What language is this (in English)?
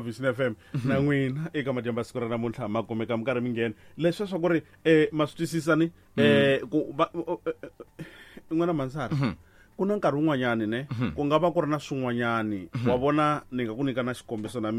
Tsonga